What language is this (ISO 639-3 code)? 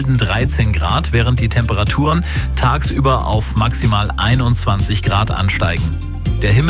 deu